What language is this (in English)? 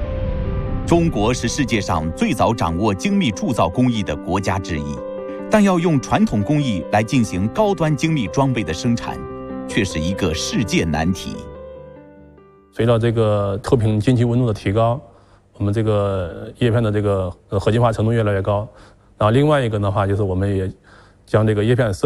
Chinese